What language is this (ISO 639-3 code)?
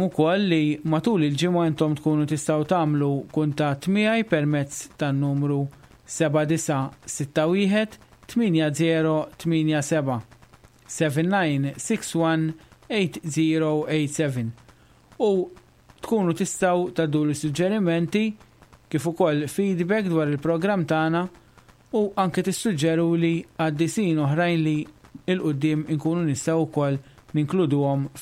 mlt